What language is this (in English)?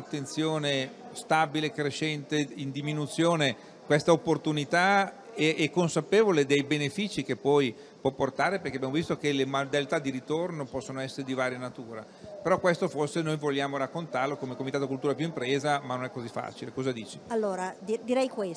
Italian